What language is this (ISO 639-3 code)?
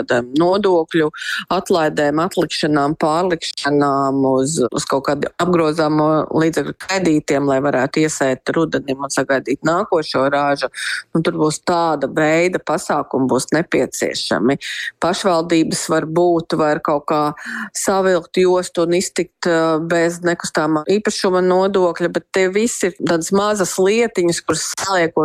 lav